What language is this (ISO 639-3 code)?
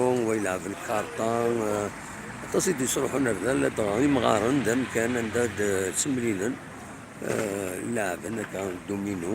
kab